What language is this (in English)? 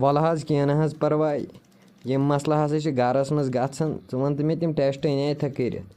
Kashmiri